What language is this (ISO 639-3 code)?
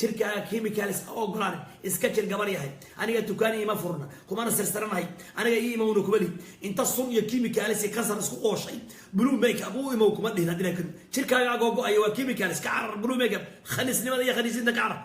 som